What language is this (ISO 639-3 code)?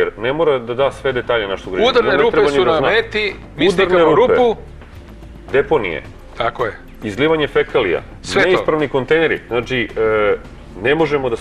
srp